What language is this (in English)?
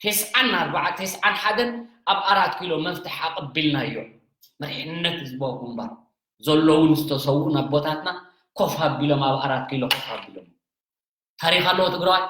Tigrinya